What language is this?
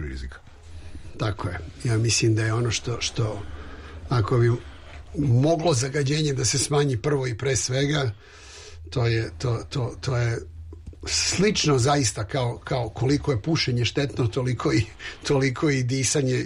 Serbian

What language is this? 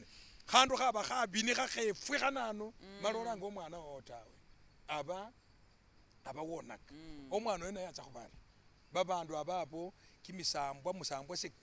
Masaaba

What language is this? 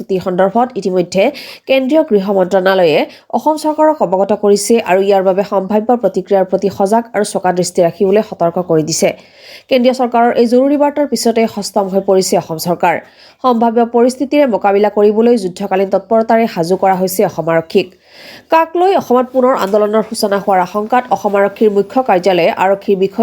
Assamese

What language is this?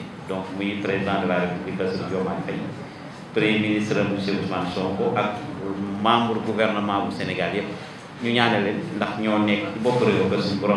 Wolof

